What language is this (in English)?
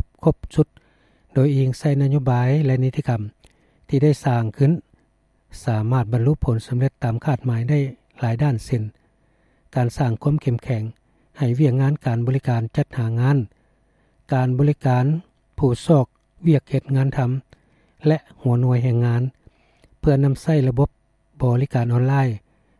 Lao